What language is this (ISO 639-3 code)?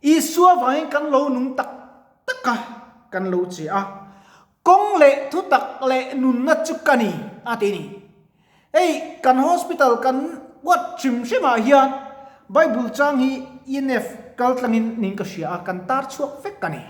lus